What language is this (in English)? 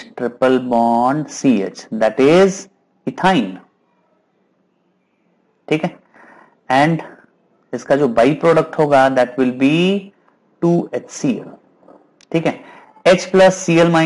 Hindi